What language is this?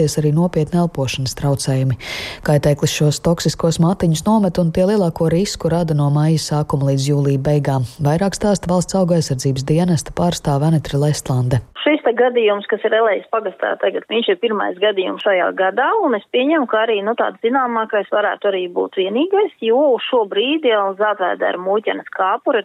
Latvian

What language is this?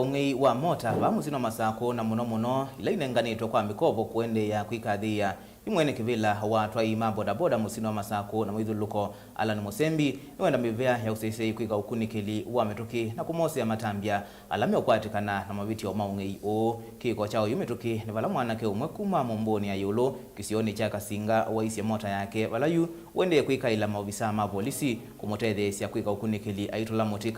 Kamba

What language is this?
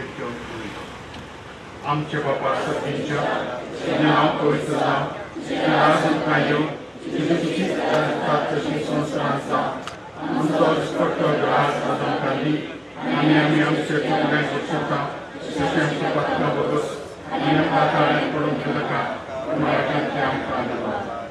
Konkani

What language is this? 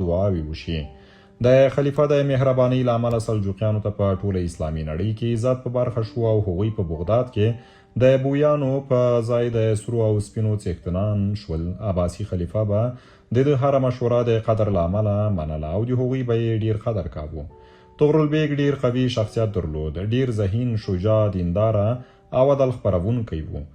Pashto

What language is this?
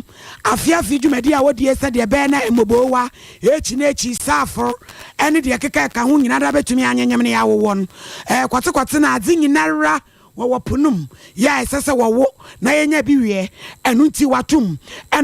Akan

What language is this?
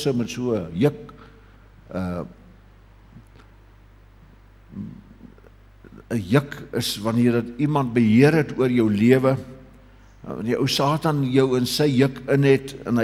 Afrikaans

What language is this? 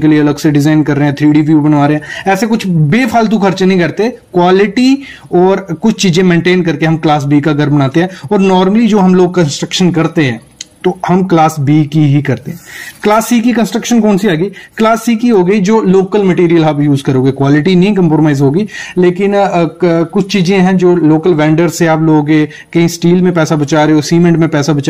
Hindi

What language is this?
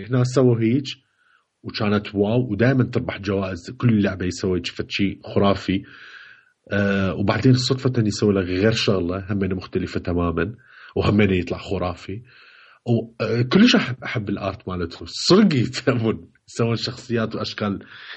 Mesopotamian Arabic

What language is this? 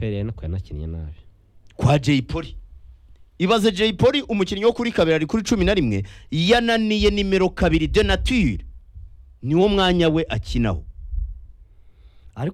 Kinyarwanda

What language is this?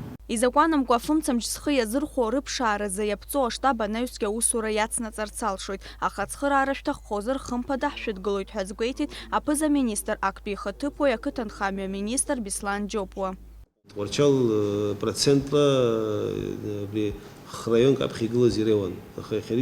Abkhazian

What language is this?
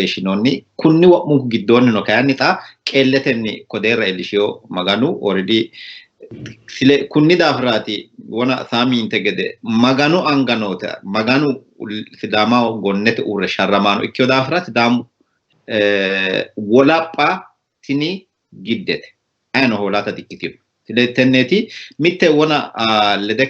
Sidamo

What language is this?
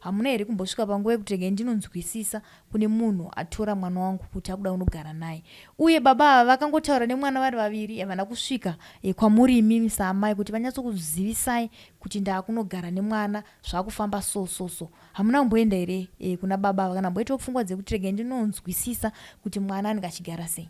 Shona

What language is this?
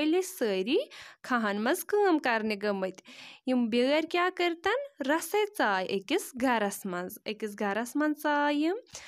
Kashmiri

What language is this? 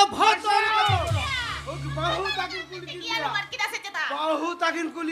Santali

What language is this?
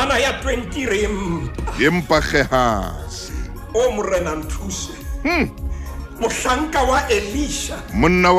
Southern Sotho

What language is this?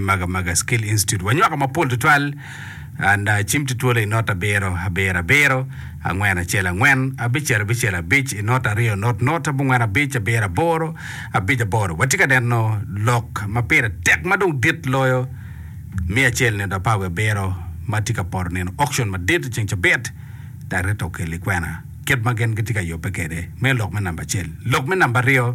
Acoli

